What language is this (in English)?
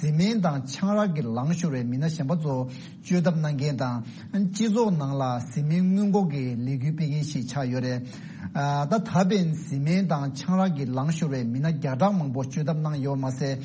Tibetan